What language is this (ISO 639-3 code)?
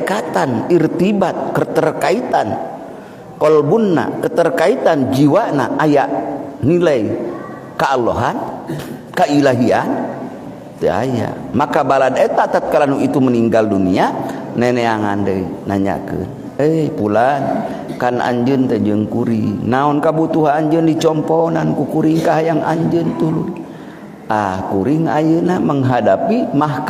sun